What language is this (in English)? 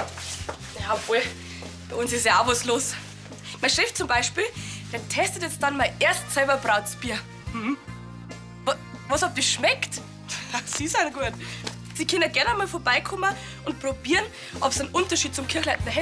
Bavarian